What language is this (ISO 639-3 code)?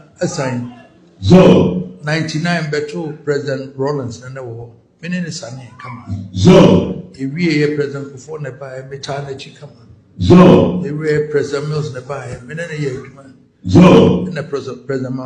aka